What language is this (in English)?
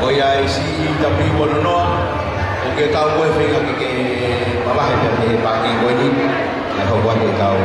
Tongan